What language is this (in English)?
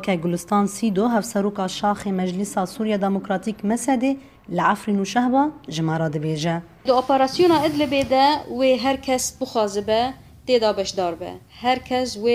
Kurdish